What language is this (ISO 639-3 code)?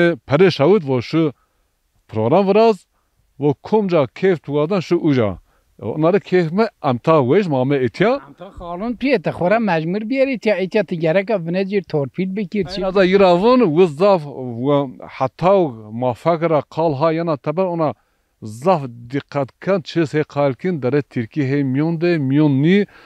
zza